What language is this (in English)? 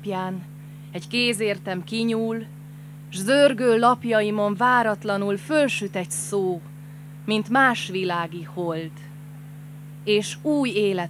Hungarian